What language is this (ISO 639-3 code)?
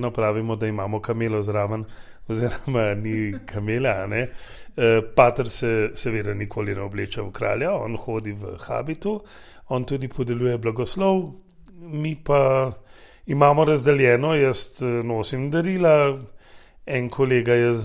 slv